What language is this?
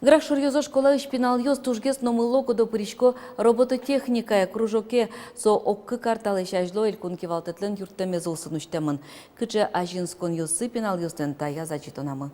Udmurt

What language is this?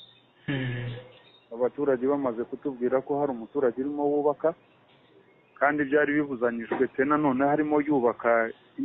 Kinyarwanda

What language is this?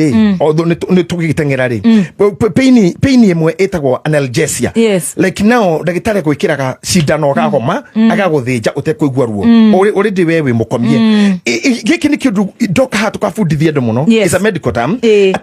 Kikuyu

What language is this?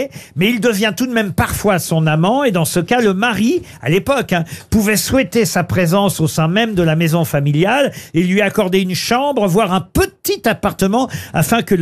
French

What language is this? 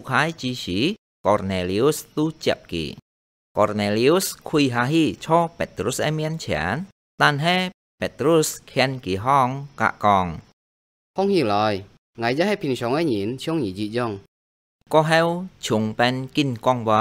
Hakka Chinese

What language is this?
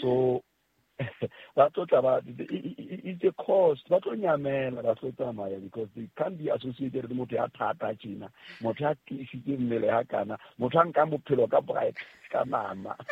Southern Sotho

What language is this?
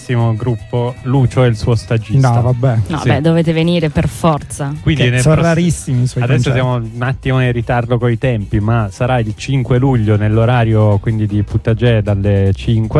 Italian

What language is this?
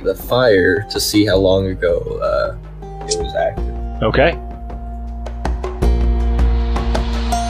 English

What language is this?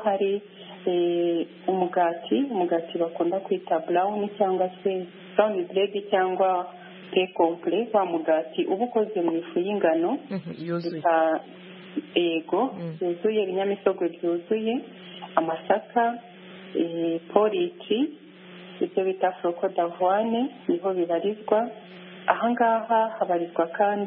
Kinyarwanda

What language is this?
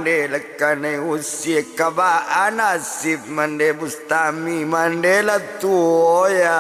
Minangkabau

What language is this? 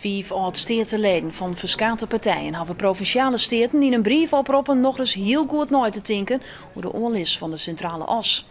Western Frisian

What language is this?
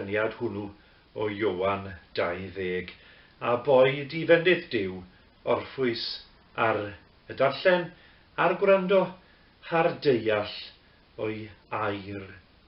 Welsh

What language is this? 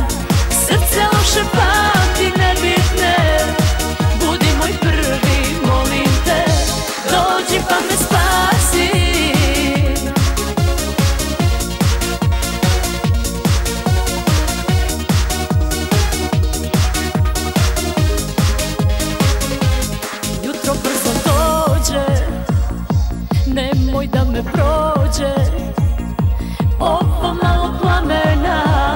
Serbian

